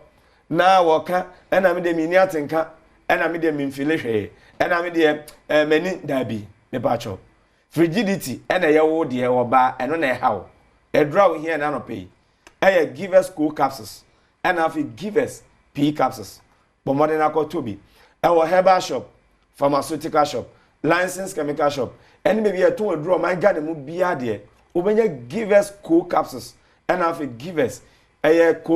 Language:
Akan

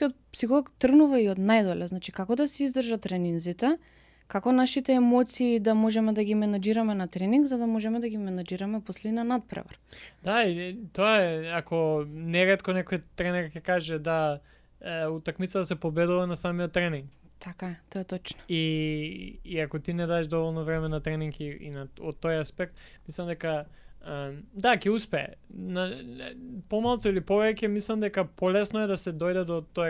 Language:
Macedonian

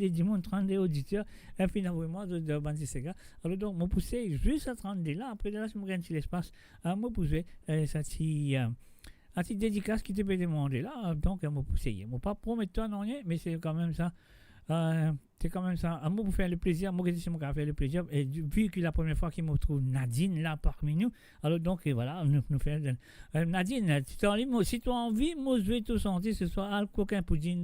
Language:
Morisyen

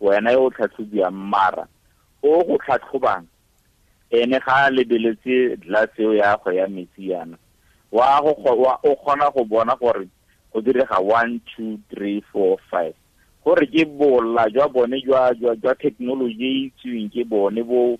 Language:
Tswana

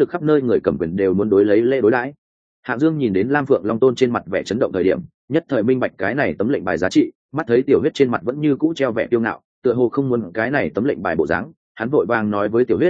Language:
Vietnamese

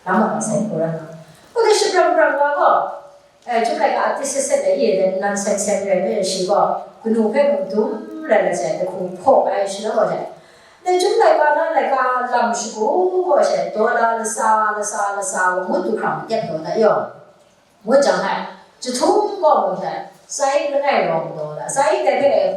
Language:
Kachin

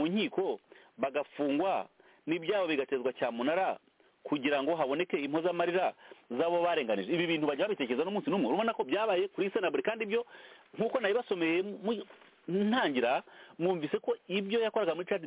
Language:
Kinyarwanda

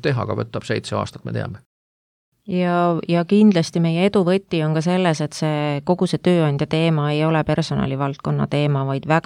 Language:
Estonian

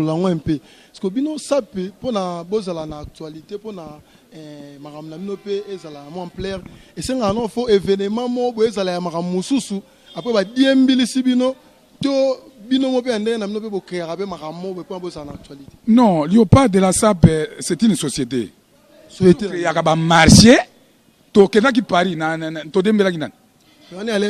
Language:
Lingala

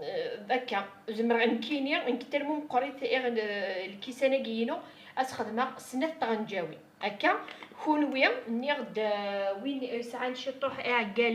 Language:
Kabyle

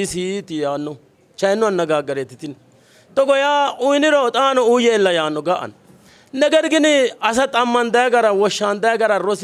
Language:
Sidamo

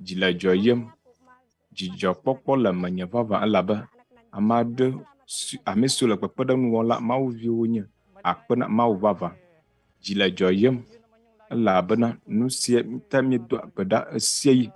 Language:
Ewe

